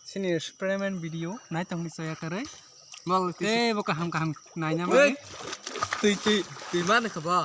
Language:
Kok Borok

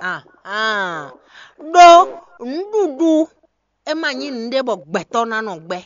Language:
Fon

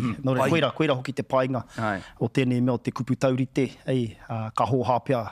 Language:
Māori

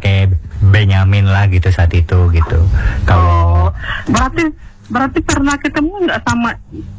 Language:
Indonesian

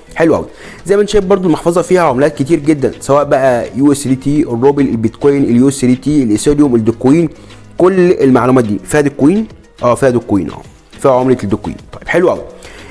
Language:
Egyptian Arabic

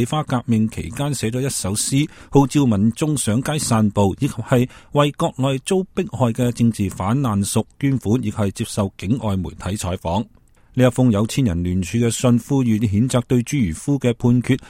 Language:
Cantonese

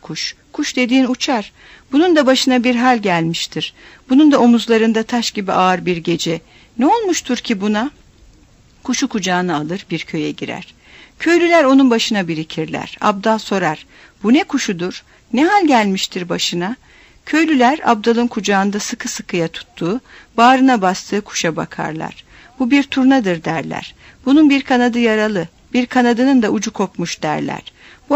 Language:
Turkish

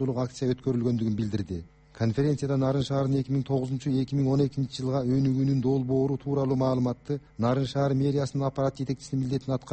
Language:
Kyrgyz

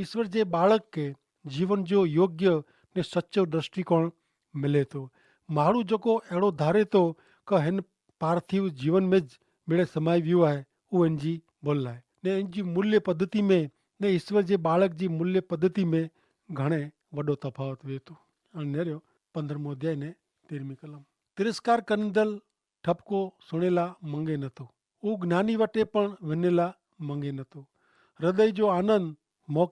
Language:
Kachhi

